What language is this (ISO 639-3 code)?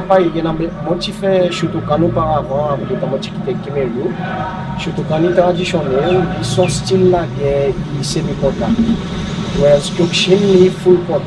crs